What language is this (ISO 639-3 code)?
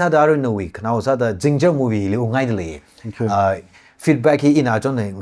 nmf